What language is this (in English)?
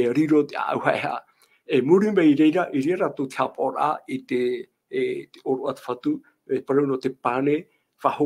Tahitian